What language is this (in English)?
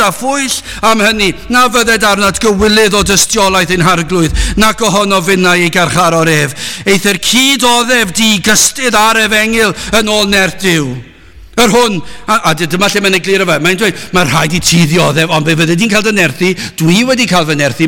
Welsh